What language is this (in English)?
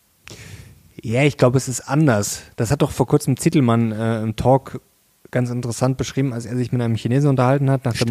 German